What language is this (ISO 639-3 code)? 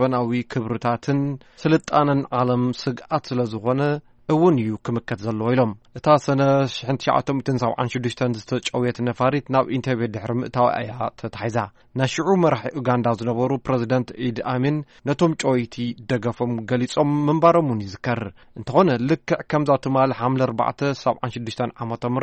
tir